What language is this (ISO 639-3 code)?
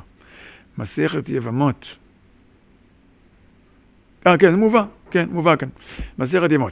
heb